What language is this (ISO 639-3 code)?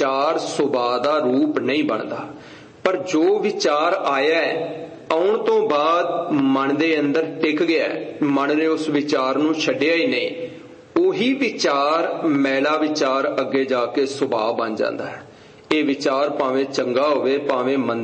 pan